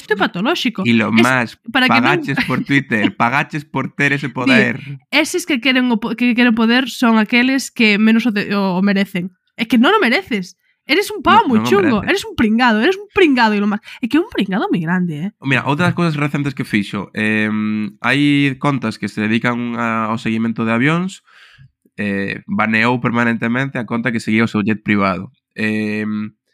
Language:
Galician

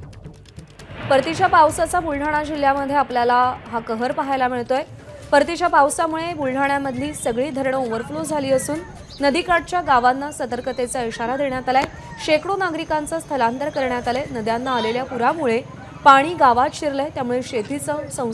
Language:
Marathi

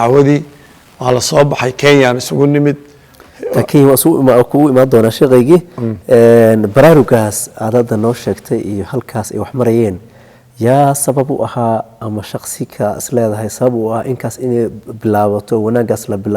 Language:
Somali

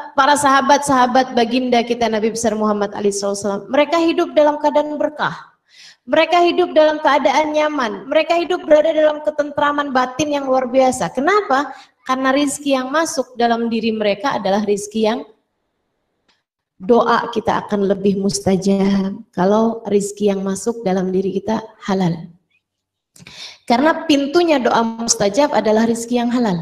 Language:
Indonesian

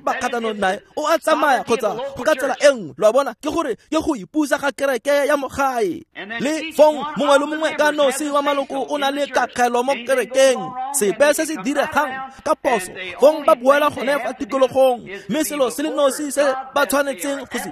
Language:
Tswana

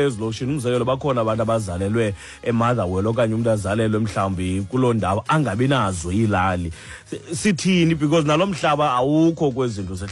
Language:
Xhosa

